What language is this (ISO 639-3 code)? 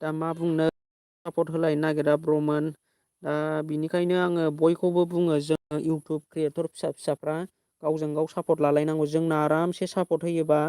brx